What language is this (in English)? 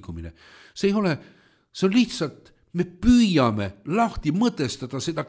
Estonian